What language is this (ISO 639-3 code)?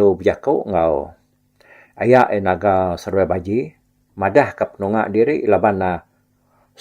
iba